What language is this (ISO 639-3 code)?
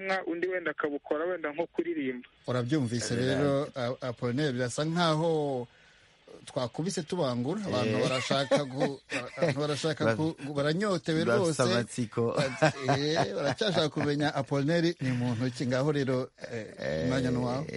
kin